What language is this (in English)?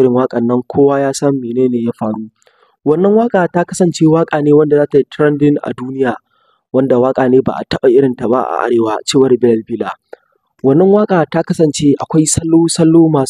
Hausa